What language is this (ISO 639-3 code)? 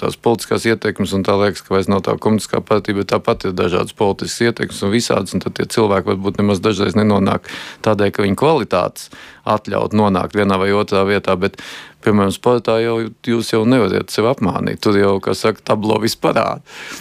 lav